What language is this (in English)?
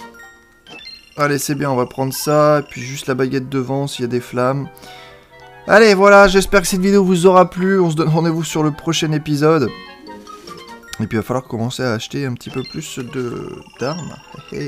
French